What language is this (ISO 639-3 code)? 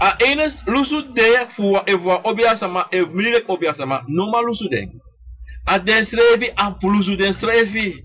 srn